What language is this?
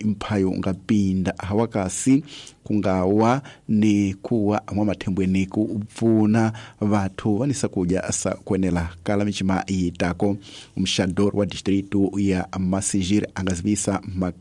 Tsonga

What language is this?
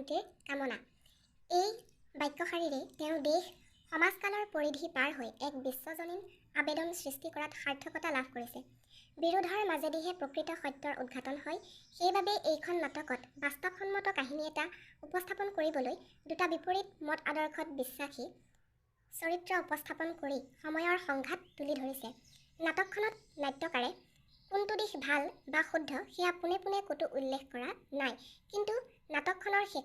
Assamese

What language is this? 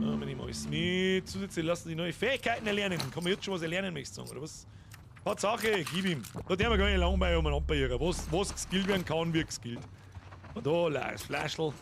Bavarian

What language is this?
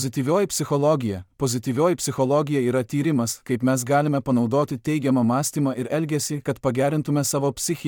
Lithuanian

